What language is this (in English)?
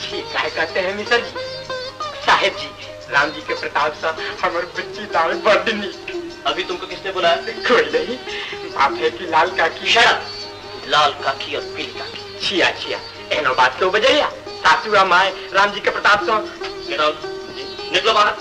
Maithili